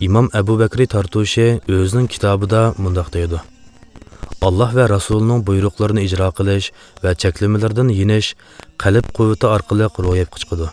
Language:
Uyghur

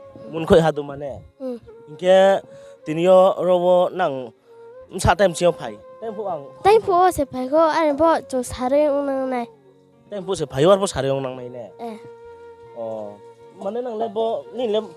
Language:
Riang (India)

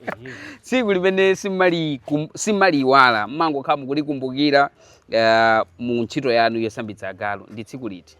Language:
Nyanja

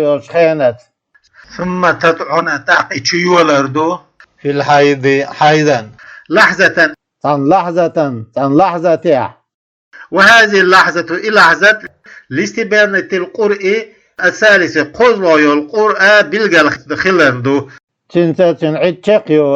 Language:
Chechen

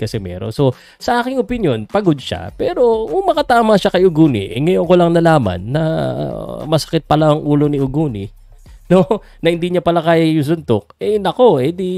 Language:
Filipino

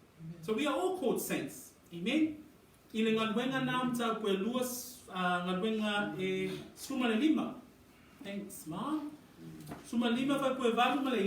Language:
Samoan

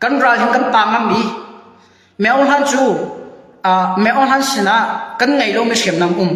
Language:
Hakha Chin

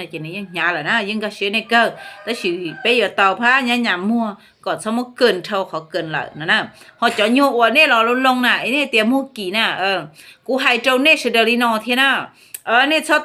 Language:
Hmong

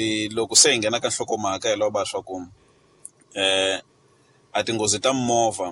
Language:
Tsonga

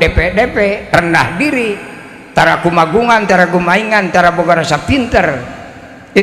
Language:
Sundanese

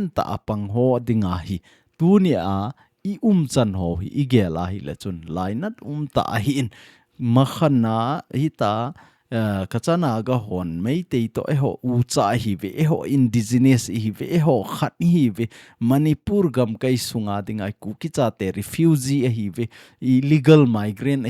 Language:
Thado Chin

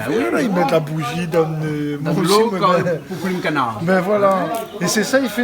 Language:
Réunion Creole French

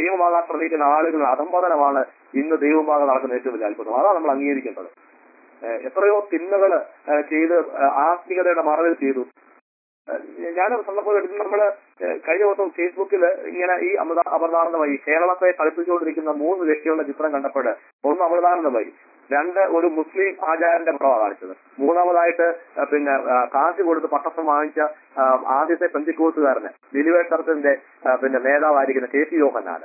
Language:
Malayalam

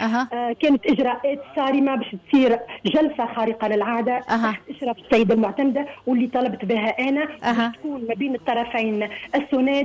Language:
Tunisian Arabic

